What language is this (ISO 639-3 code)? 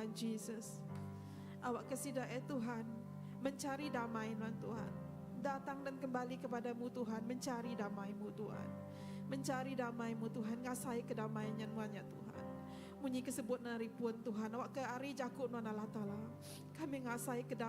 iba